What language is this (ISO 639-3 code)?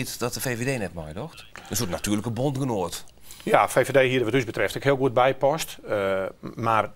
fry